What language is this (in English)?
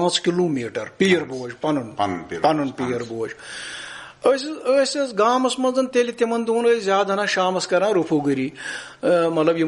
Kashmiri